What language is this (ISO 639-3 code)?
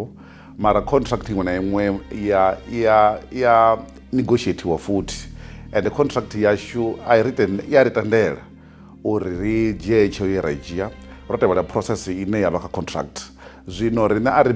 ven